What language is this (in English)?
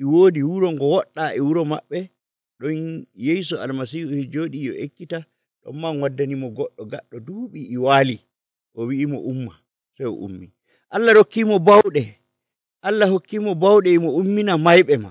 Nigerian Fulfulde